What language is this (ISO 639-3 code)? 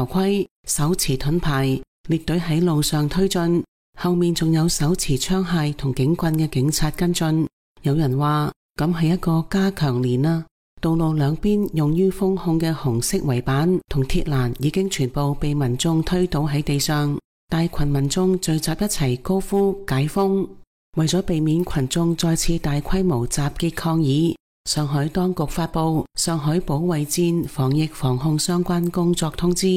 yue